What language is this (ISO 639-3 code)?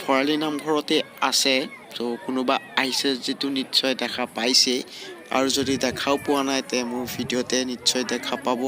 asm